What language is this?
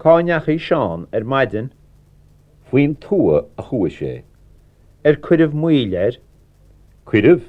Irish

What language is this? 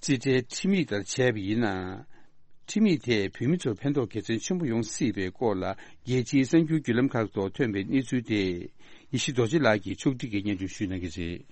Tibetan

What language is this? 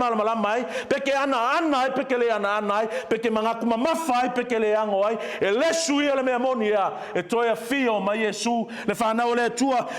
Samoan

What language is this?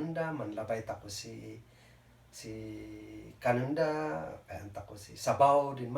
Kankanaey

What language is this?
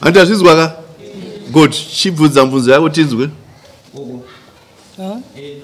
Shona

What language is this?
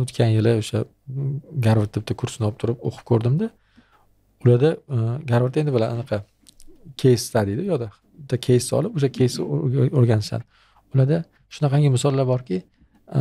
Uzbek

